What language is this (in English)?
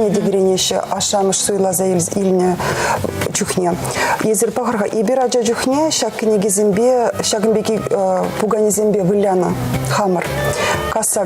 Chuvash